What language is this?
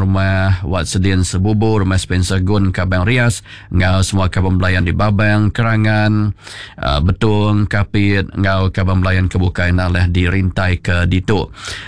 Iban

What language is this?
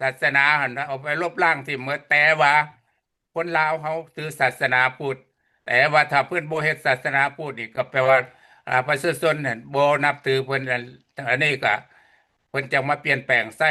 Lao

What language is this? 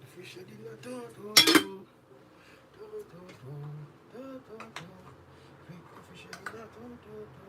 Jamaican Creole English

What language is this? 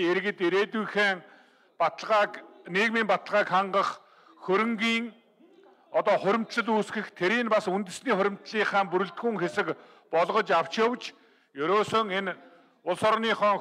Mongolian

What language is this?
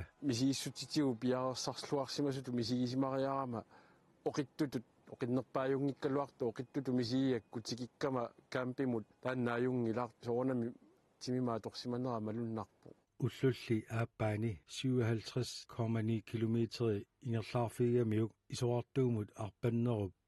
Kalaallisut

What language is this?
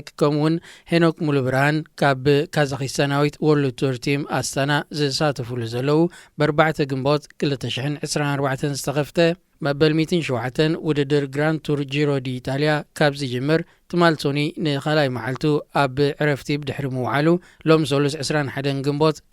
Tigrinya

